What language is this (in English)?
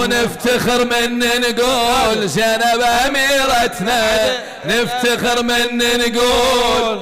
Mesopotamian Arabic